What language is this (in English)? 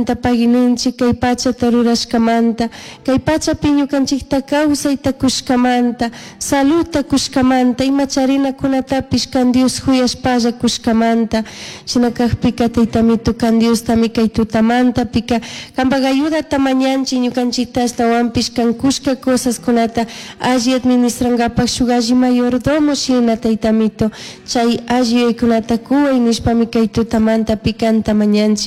Chimborazo Highland Quichua